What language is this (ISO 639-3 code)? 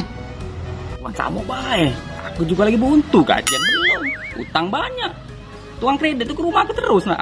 mui